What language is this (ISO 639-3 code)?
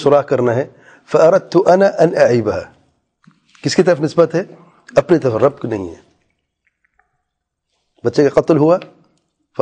urd